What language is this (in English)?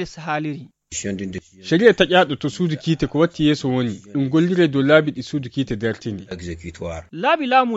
Nigerian Fulfulde